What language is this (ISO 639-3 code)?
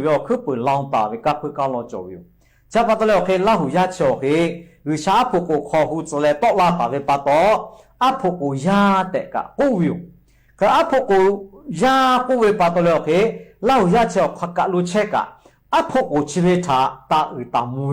lhu